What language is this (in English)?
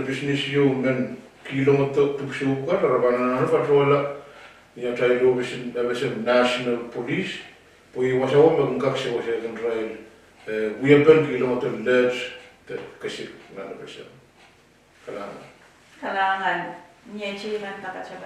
Pohnpeian